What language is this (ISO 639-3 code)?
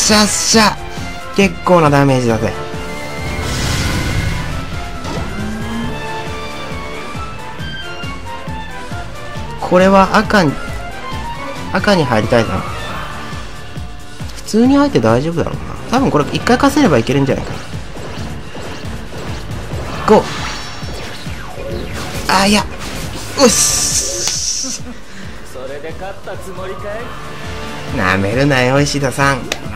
jpn